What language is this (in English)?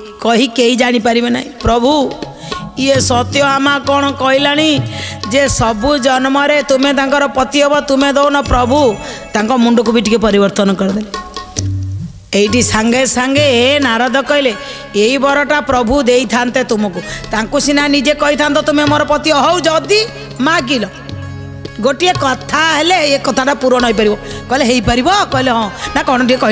Odia